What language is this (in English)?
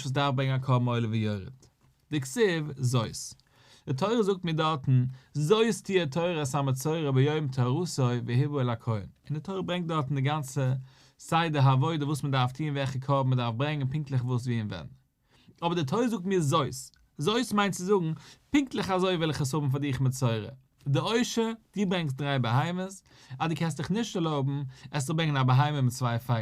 Yiddish